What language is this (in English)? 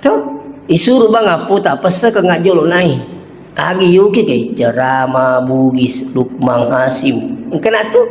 Buginese